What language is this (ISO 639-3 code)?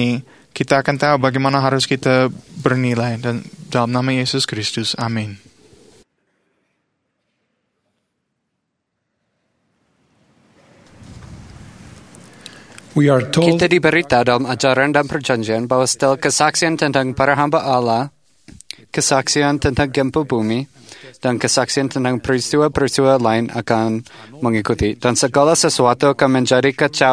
ind